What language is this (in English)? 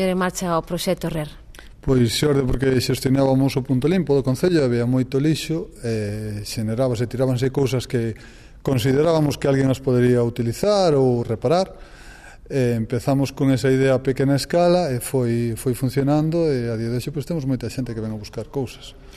Galician